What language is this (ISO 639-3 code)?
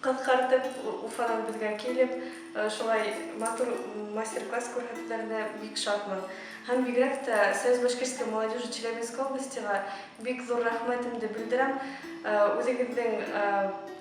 bak